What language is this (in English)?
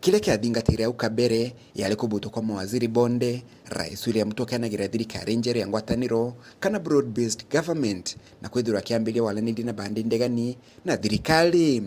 Meru